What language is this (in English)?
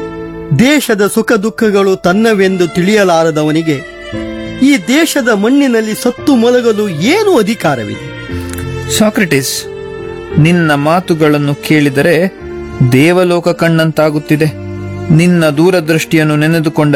Kannada